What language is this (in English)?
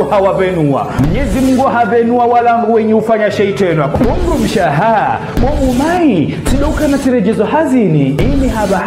Ngazidja Comorian